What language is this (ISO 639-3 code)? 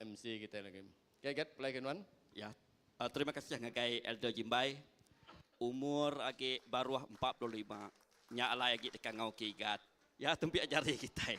iba